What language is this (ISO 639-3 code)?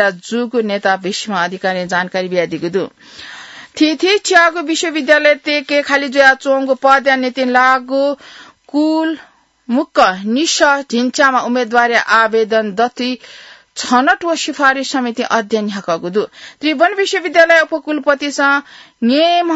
new